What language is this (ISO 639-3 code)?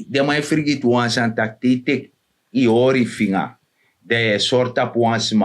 srn